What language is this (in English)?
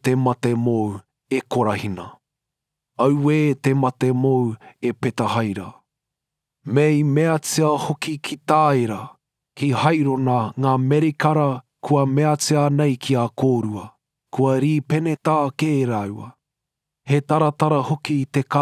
Māori